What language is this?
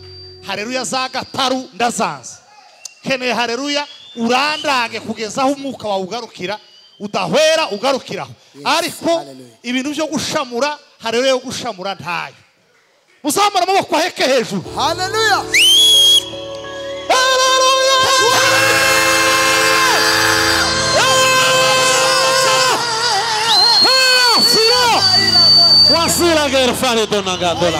Kinyarwanda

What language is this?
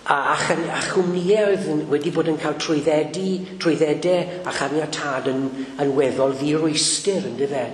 Welsh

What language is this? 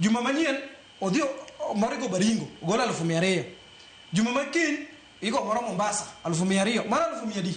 Luo (Kenya and Tanzania)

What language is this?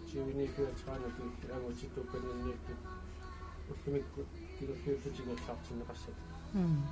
Kalaallisut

